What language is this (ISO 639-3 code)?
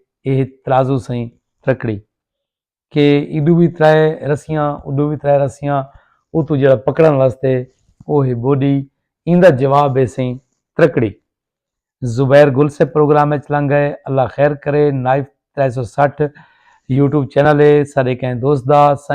skr